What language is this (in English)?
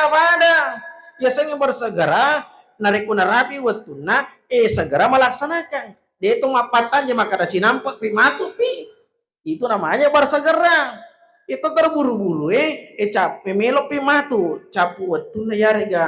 Buginese